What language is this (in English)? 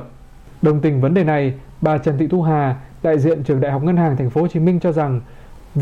Vietnamese